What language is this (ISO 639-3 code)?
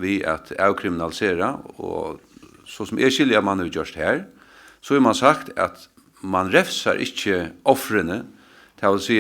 fao